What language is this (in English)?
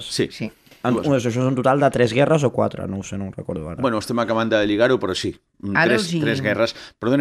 Catalan